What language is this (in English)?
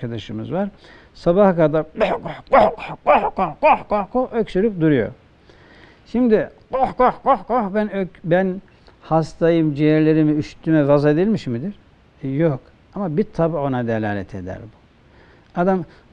Turkish